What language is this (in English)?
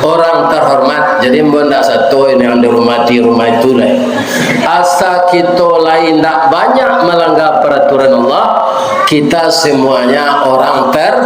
Minangkabau